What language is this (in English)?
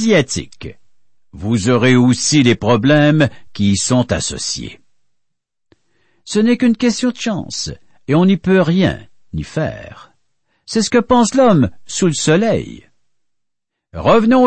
French